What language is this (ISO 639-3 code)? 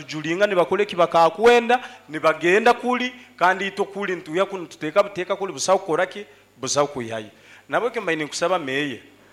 nyo